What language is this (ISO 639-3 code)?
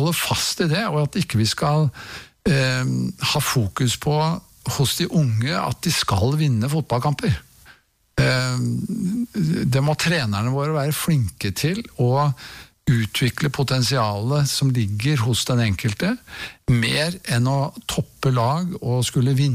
nor